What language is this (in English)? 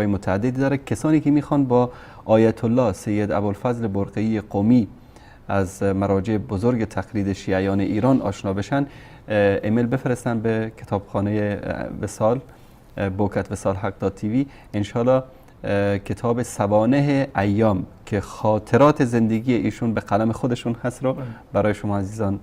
Persian